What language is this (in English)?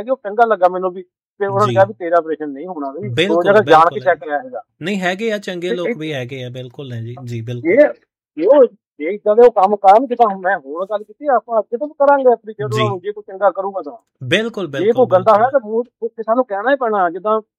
Punjabi